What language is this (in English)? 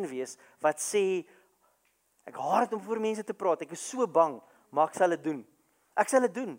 Afrikaans